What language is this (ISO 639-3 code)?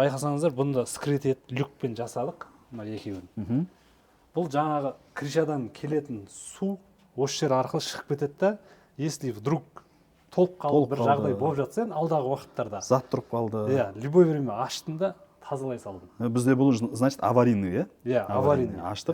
kaz